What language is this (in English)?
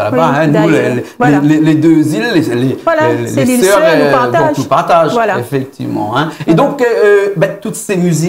Réunion Creole French